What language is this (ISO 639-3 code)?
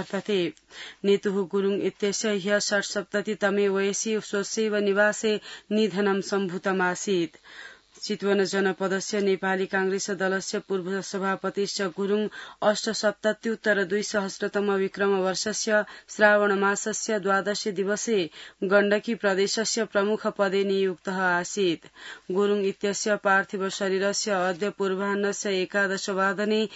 san